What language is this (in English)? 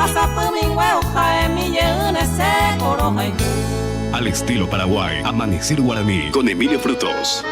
Guarani